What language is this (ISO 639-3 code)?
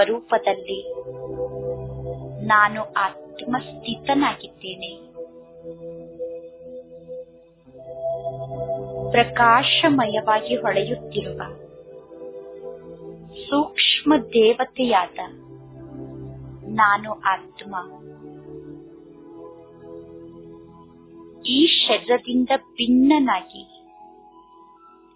kan